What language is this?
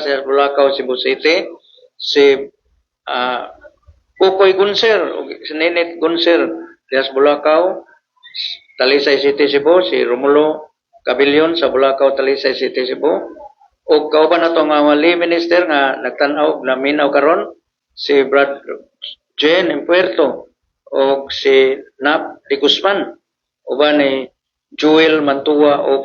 Cebuano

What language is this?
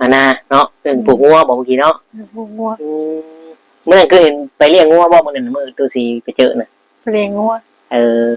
Northeastern Thai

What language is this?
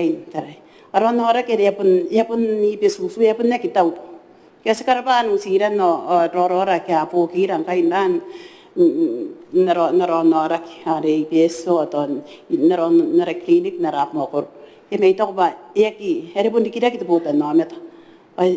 Gilbertese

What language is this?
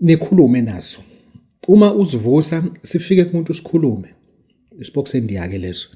Zulu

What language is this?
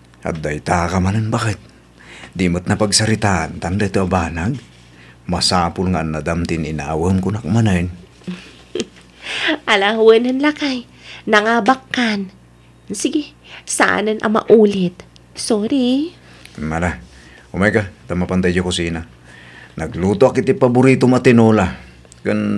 Iloko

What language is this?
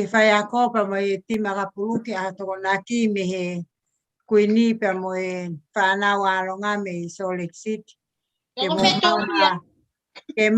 Tongan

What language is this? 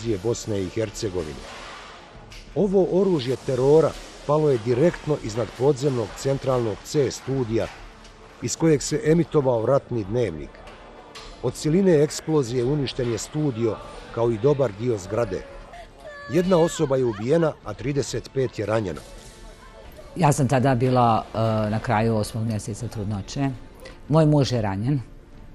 Bosnian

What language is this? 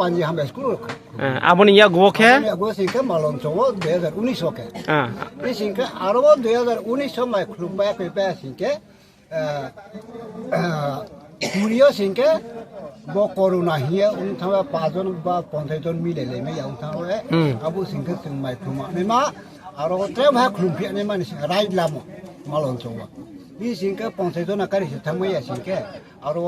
Riang (India)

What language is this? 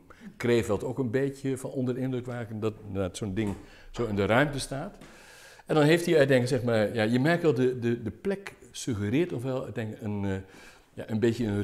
Dutch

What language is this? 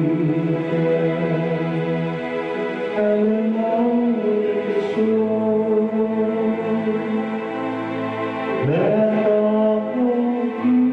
Finnish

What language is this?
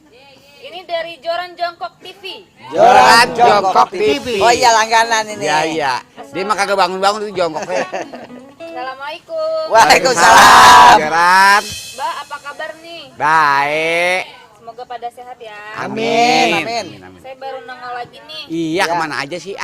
Betawi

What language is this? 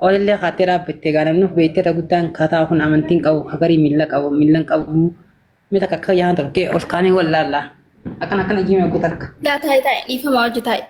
Oromo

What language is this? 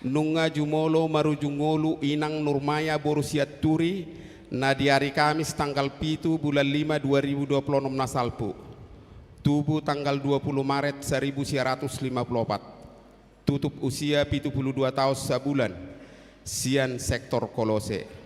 Batak Toba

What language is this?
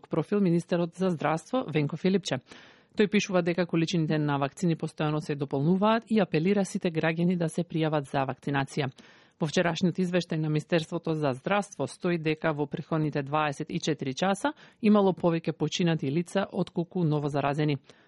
Macedonian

